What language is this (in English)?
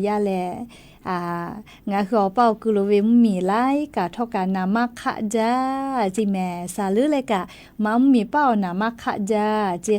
Lahu